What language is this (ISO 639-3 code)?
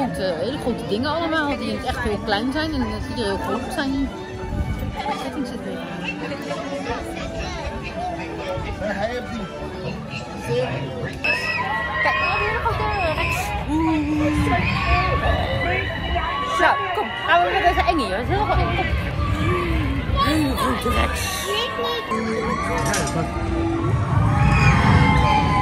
nld